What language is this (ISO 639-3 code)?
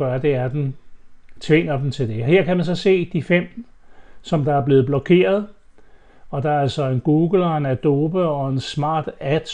dan